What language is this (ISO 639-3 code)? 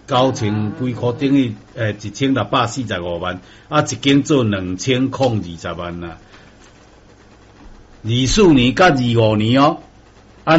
nan